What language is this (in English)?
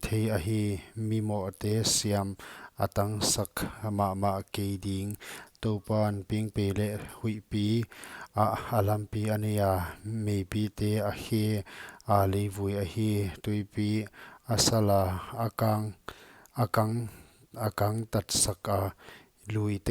Paite Chin